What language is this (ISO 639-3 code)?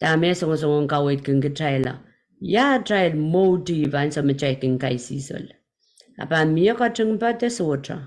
pon